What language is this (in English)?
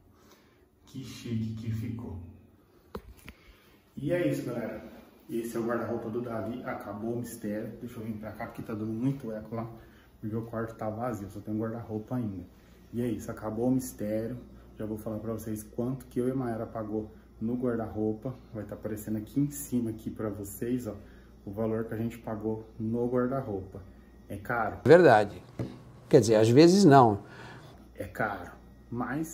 Portuguese